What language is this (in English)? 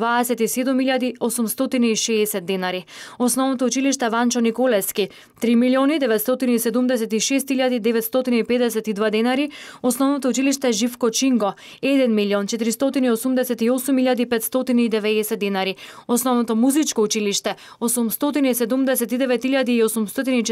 Macedonian